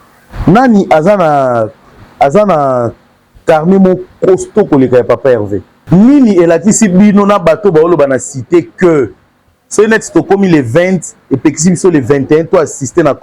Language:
Lingala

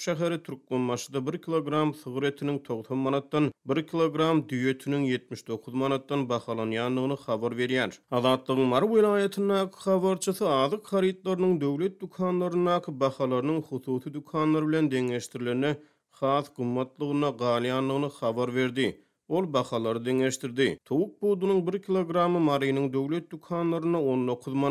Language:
Turkmen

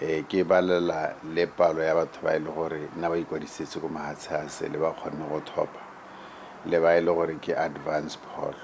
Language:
Tswana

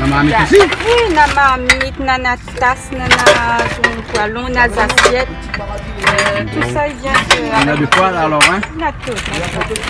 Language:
Réunion Creole French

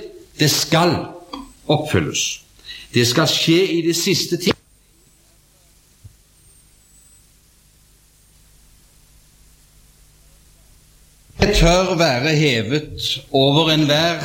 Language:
Norwegian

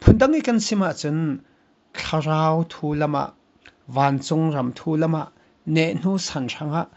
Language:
Falam Chin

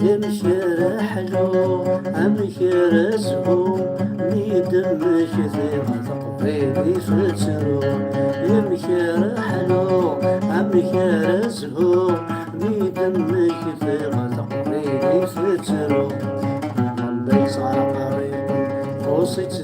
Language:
Kabyle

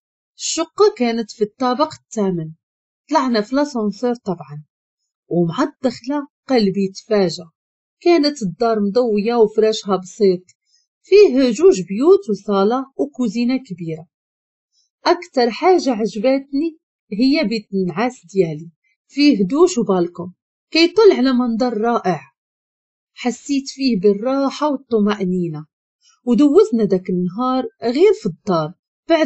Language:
Moroccan Arabic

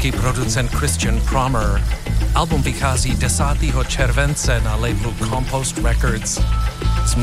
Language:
Czech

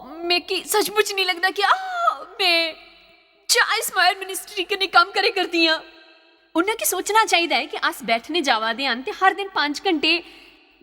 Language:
Dogri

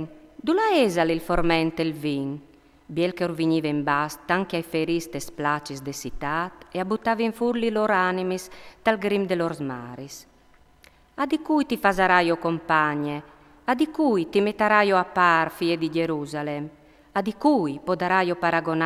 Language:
Friulian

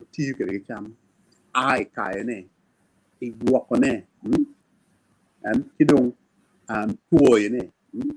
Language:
Acoli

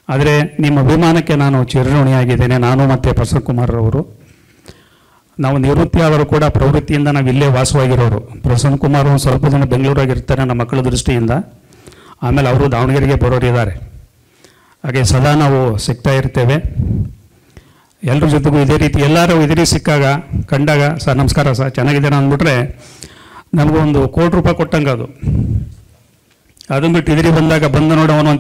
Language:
Kannada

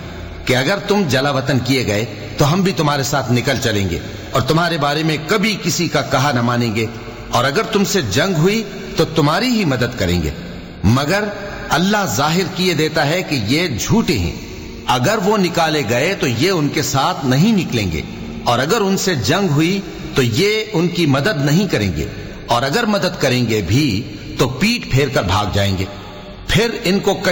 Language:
Urdu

